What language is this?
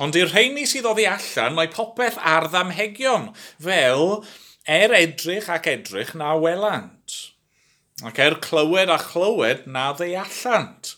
Welsh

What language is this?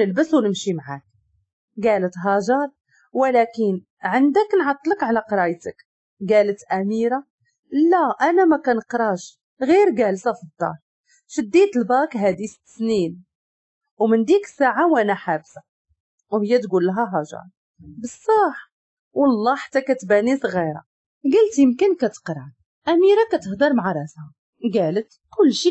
Moroccan Arabic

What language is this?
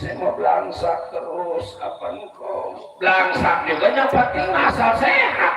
Betawi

